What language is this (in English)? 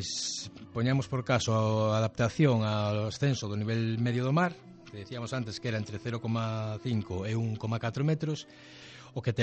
Galician